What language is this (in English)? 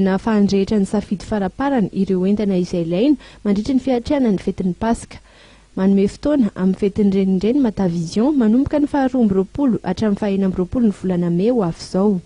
Malagasy